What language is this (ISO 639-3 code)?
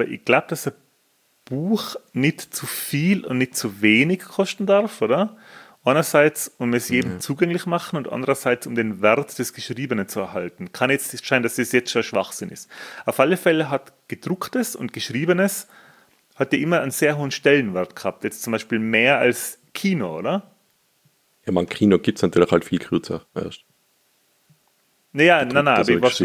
deu